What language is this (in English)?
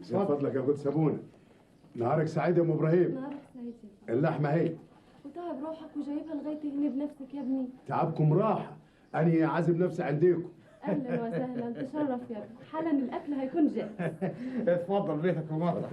Egyptian Arabic